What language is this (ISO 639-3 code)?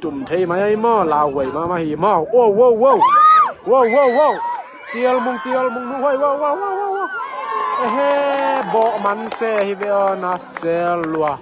ctd